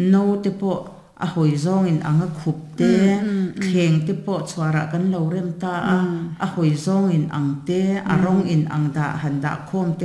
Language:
Mizo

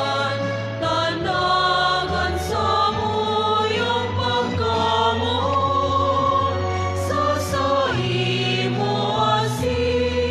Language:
Bikol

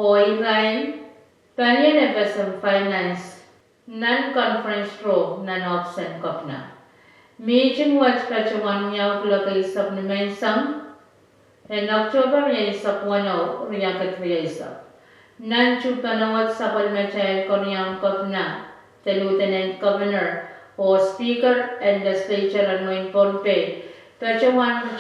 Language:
Pohnpeian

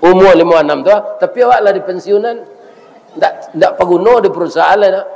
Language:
Minangkabau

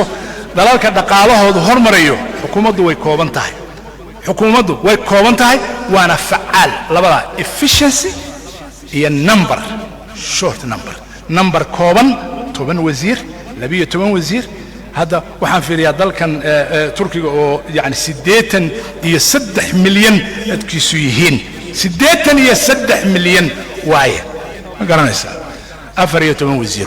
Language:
Somali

